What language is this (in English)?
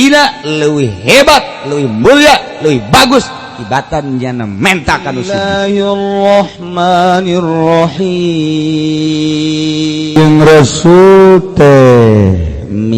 Sundanese